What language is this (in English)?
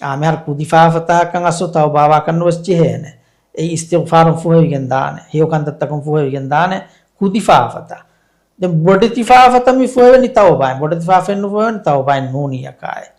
Divehi